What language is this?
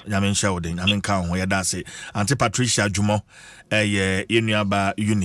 Akan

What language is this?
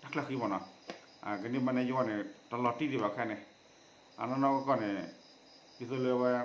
S'gaw Karen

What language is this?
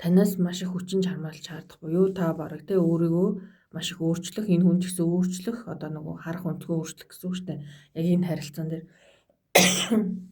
Mongolian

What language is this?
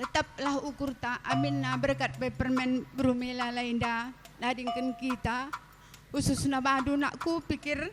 Batak Karo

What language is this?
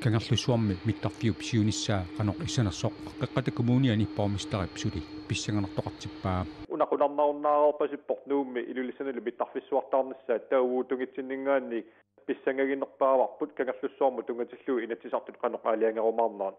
Kalaallisut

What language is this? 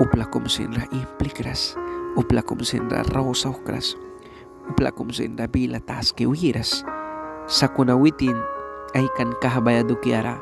Mískito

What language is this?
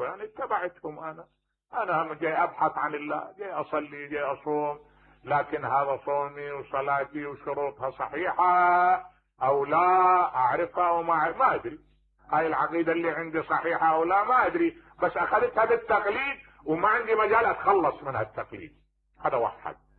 Mesopotamian Arabic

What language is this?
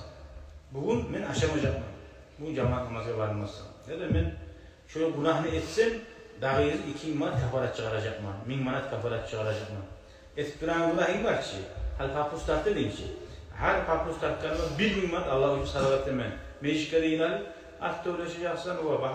Kumyk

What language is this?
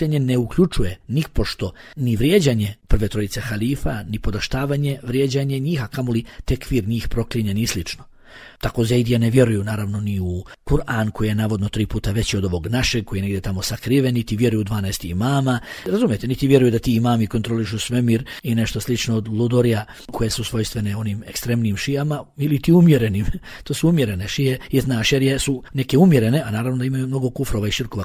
Bosnian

